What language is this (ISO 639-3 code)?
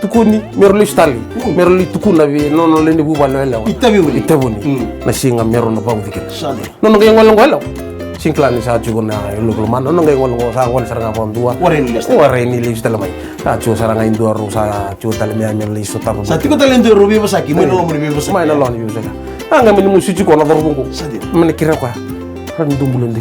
fij